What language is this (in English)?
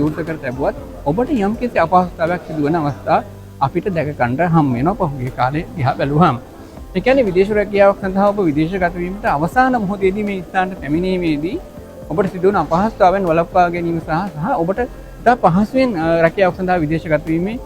Sinhala